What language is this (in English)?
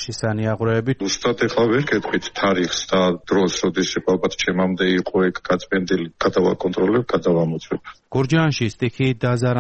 Georgian